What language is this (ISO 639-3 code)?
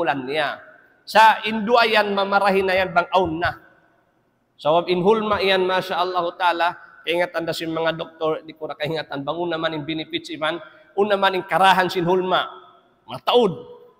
tsg